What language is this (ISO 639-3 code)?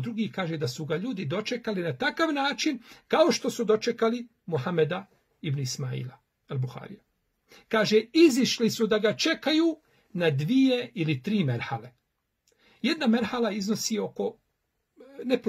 bos